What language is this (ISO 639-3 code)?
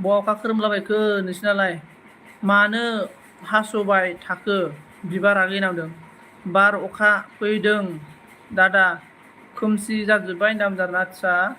brx